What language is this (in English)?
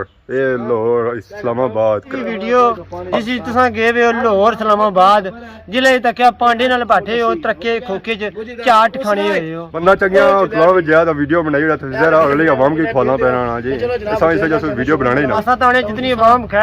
Pahari-Potwari